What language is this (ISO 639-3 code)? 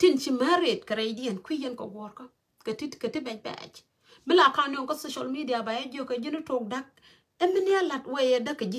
nus